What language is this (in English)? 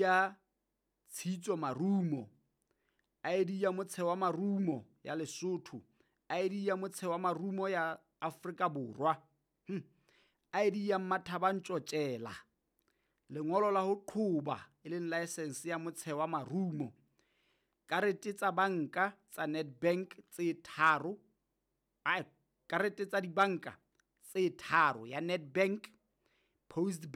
Southern Sotho